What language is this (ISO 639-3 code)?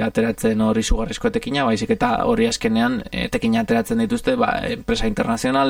eus